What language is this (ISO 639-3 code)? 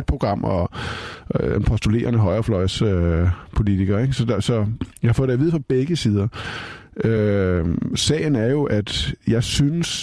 dan